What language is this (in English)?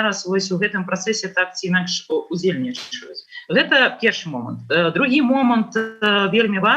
Belarusian